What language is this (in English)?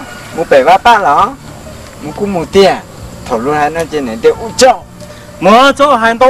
Hmong